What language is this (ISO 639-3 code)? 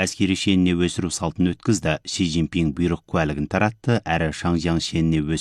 kaz